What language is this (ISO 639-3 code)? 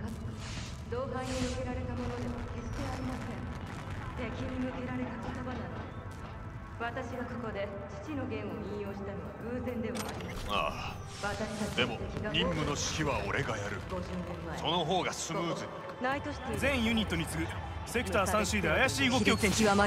jpn